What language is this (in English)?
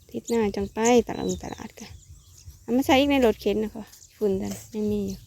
Northeastern Thai